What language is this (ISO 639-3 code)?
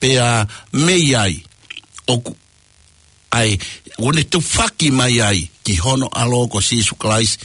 ton